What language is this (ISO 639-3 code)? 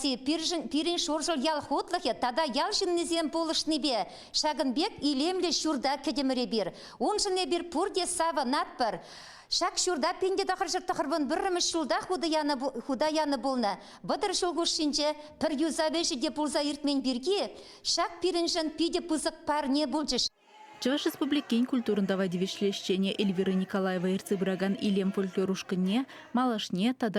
chv